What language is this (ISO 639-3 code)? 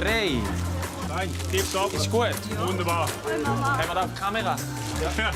gsw